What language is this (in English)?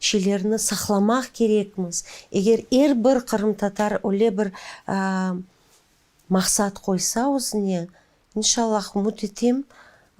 Crimean Tatar